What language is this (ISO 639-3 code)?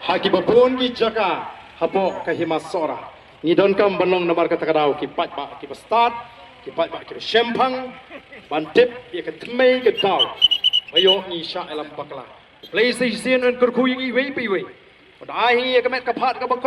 kha